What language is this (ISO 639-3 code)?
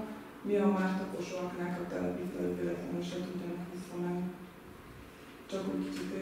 hun